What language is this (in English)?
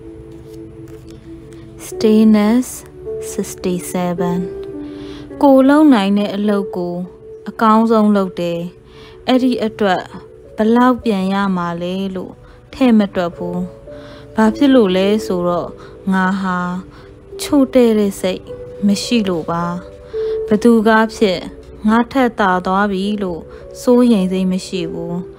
Burmese